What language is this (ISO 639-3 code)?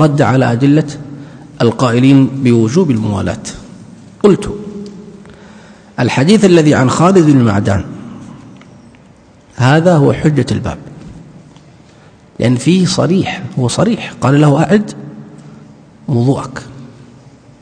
ara